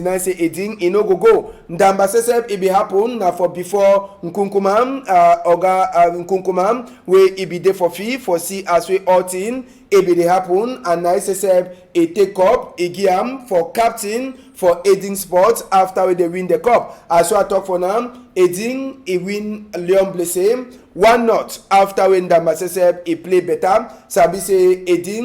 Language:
Cameroon Pidgin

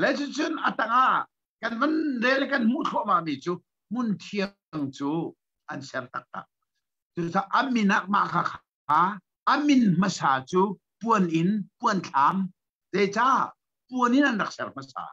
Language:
Hakha Chin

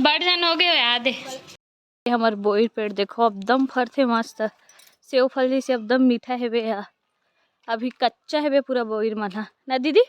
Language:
Chhattisgarhi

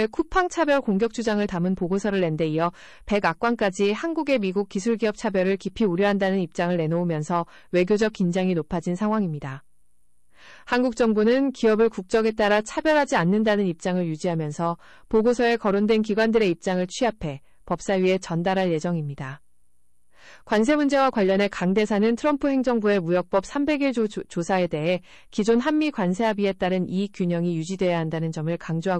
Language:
Korean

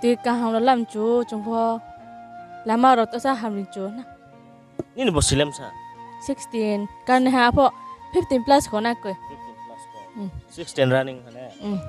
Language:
Riang (India)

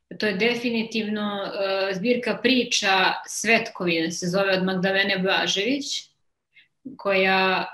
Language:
Serbian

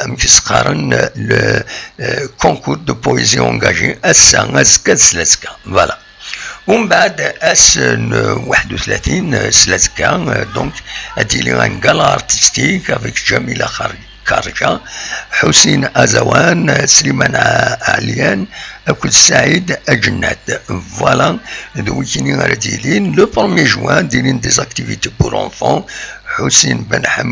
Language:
Kabyle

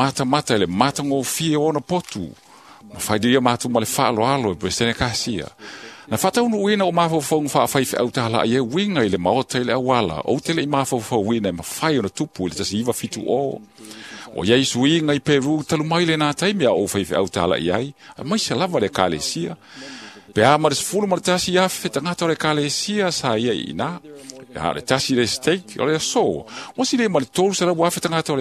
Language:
Samoan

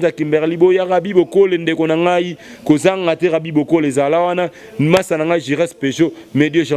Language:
Lingala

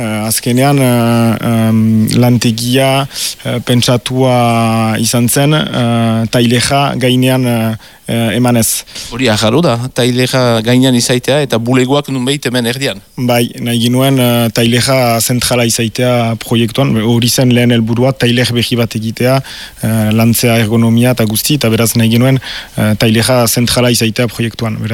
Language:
Basque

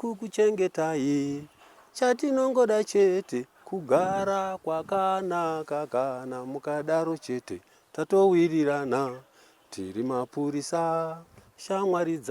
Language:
Shona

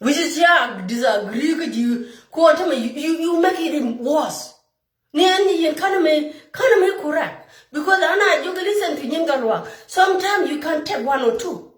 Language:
Nuer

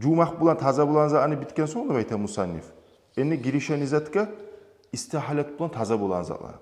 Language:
Kumyk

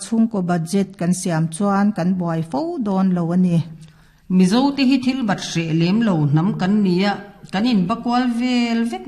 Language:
Mizo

